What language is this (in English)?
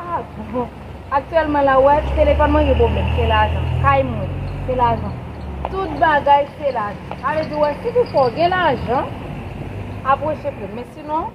Haitian Creole